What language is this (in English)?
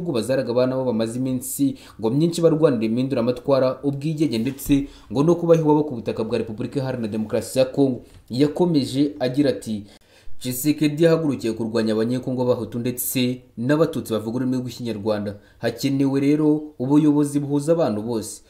Kinyarwanda